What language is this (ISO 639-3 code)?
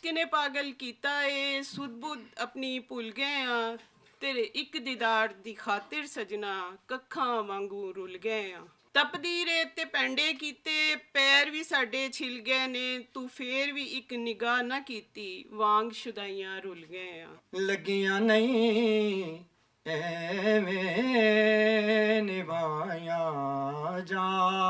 lah